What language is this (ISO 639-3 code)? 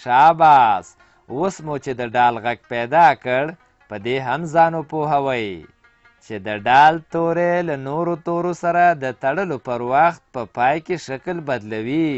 pus